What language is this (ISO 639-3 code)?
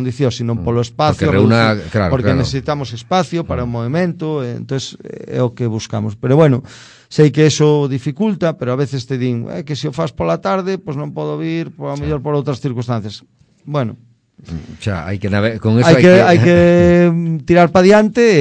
glg